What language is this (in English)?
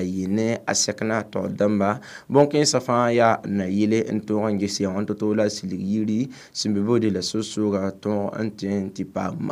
Mossi